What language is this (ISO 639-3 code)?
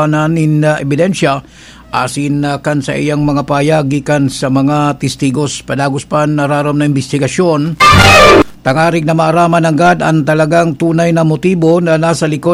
bik